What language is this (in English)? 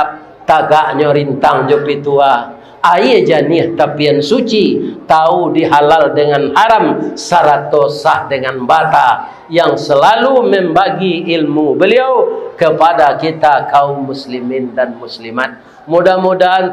Minangkabau